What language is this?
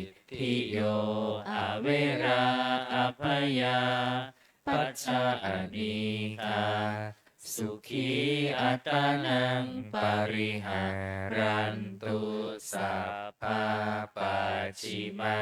Pali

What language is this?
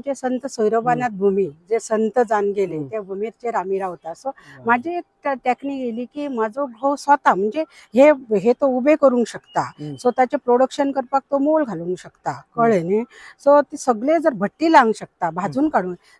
Konkani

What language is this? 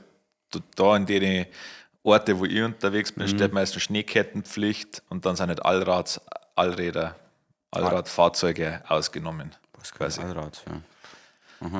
Bavarian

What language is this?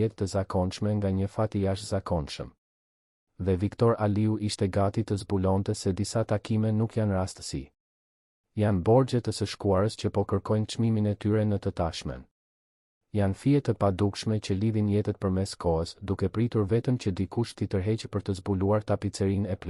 Albanian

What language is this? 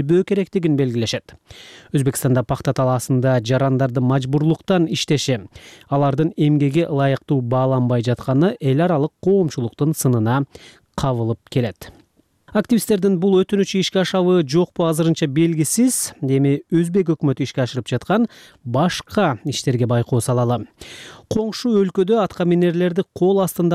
Kyrgyz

